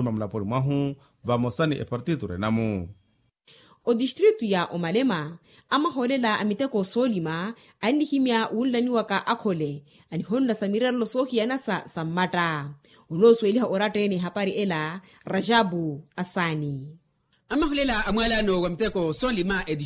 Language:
Makhuwa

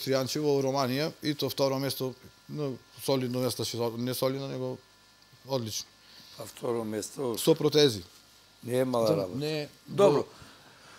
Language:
Macedonian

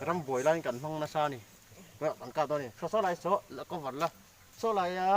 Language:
Mizo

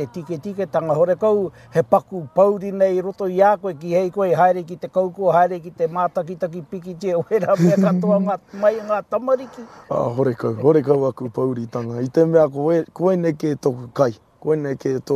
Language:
Māori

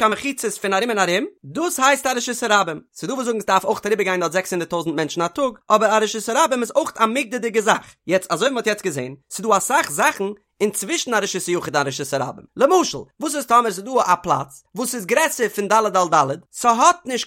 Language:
Yiddish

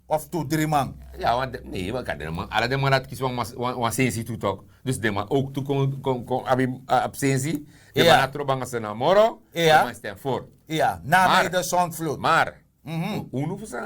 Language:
Sranan Tongo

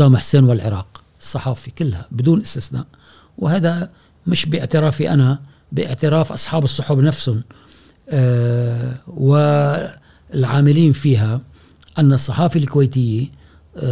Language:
Gulf Arabic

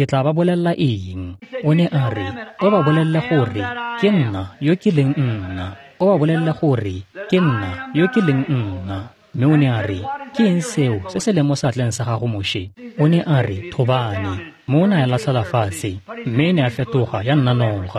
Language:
Tswana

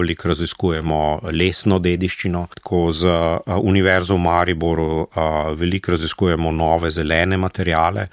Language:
Slovenian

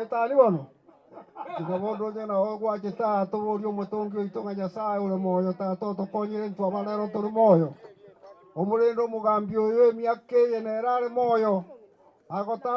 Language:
Gusii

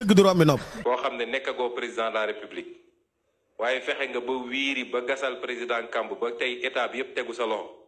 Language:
Wolof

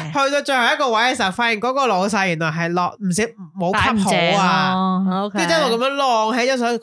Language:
Cantonese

